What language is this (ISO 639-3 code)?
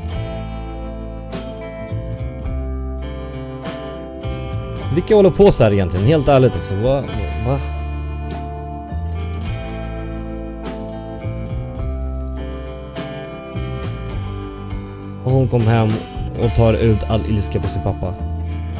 swe